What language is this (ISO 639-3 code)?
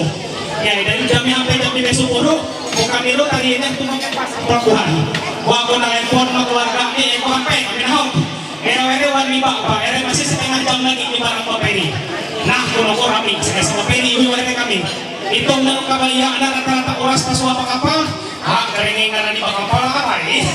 mhy